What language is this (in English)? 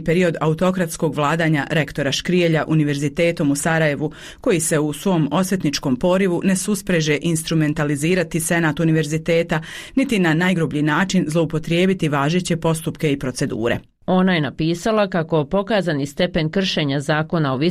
Bosnian